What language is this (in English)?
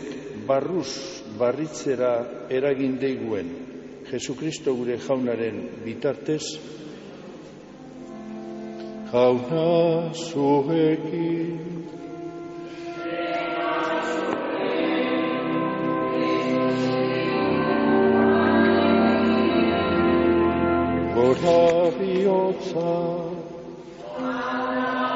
Basque